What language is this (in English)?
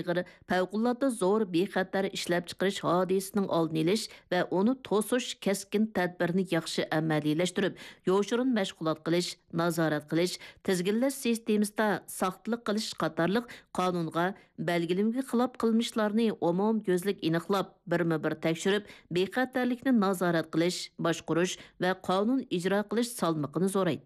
Uyghur